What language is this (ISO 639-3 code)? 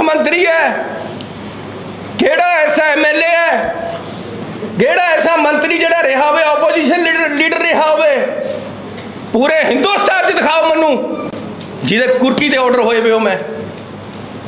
pan